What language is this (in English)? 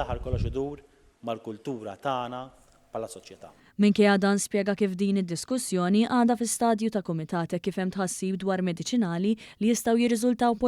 Maltese